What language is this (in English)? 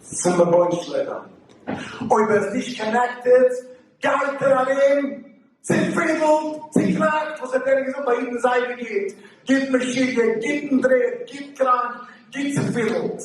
Yiddish